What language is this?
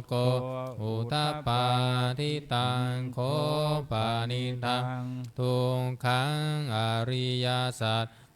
Pali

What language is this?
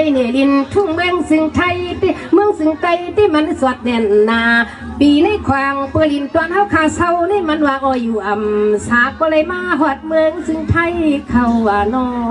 Shan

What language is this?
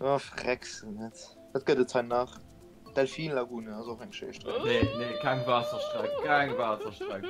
Luxembourgish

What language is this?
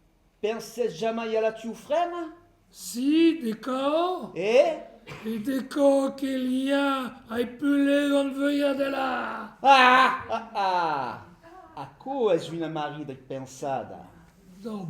Occitan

